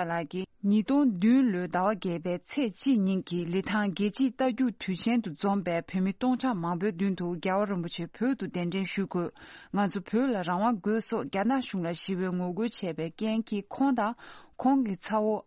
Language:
Tibetan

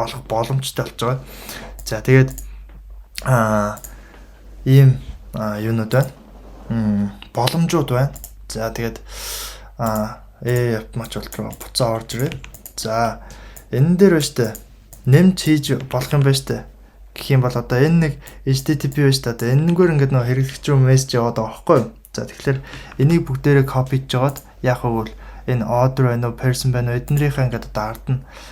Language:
Mongolian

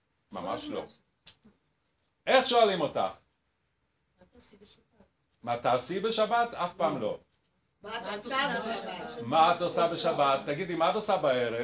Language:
Hebrew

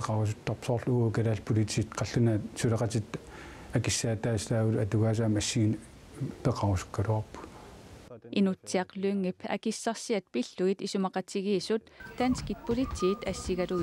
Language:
Kalaallisut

